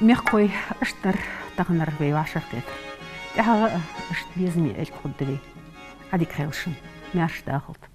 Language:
Ingush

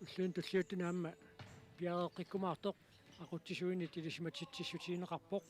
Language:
Kalaallisut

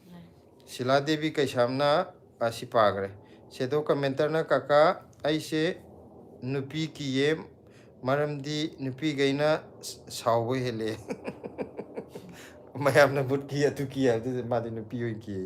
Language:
Manipuri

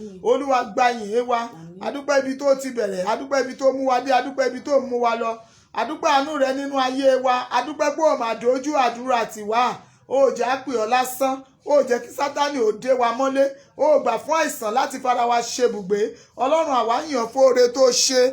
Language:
Yoruba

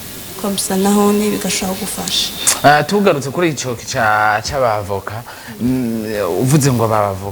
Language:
Rundi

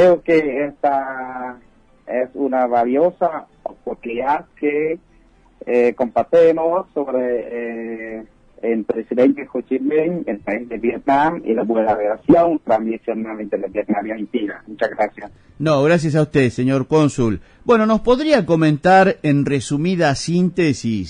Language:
Spanish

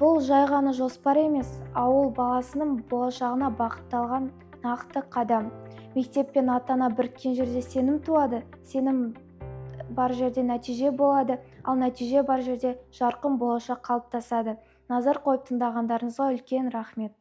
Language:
Kazakh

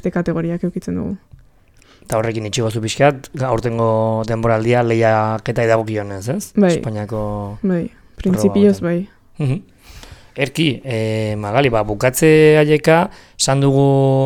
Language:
Basque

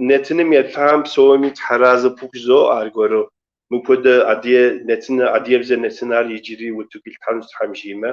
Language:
Kabardian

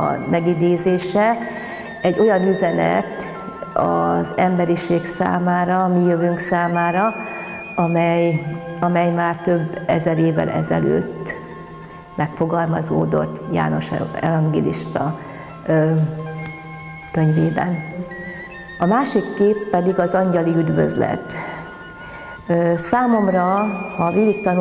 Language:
Hungarian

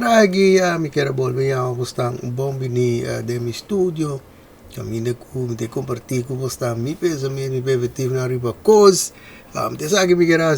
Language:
Papiamento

